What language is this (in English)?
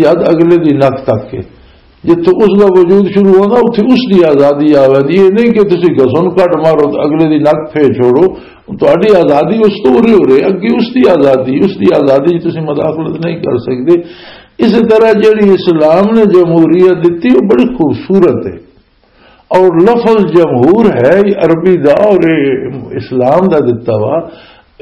Western Panjabi